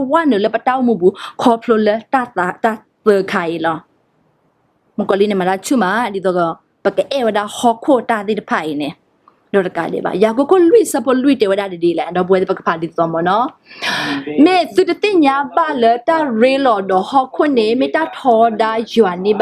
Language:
S'gaw Karen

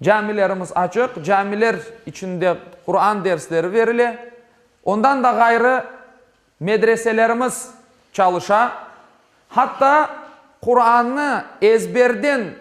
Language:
Crimean Tatar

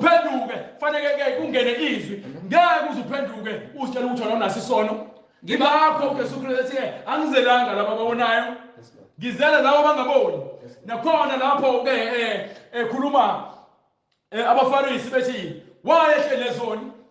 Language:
Zulu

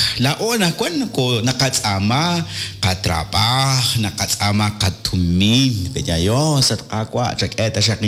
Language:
Kekchí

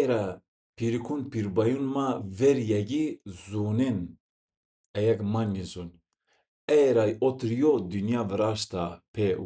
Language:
Zaza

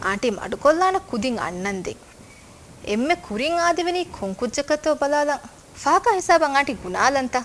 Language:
Divehi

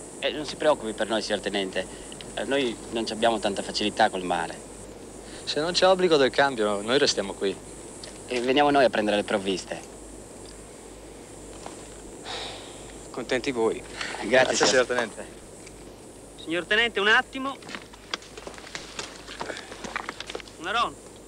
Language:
Italian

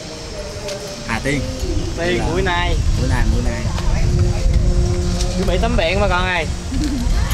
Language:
Vietnamese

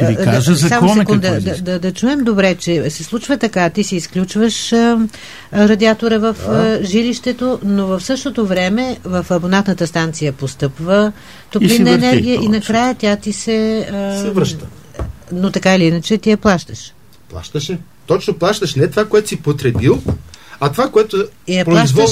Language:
Bulgarian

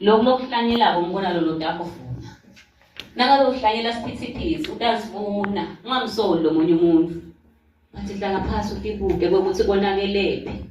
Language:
Swati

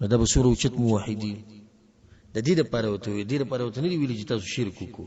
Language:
Pashto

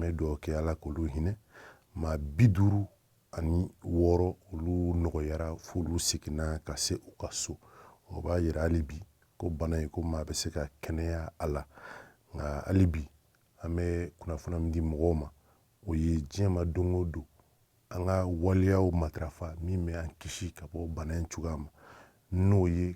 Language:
Bambara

